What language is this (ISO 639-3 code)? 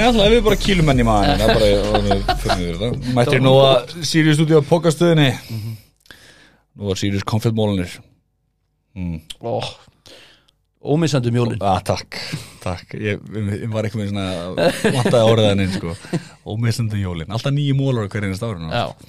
isl